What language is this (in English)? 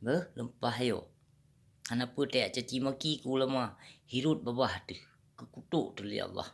Achinese